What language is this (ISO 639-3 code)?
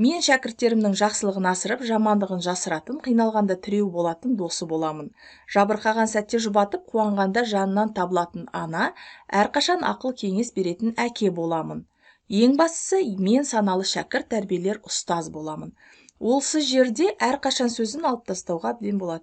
kaz